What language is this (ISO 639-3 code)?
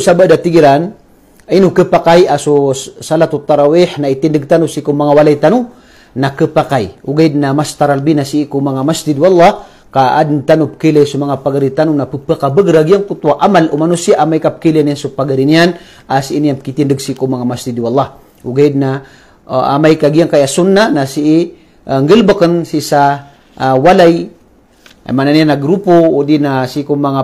mrw